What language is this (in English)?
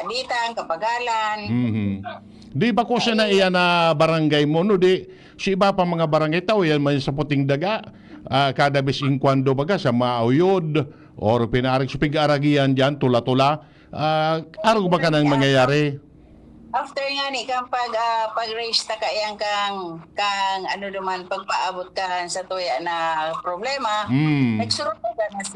Bikol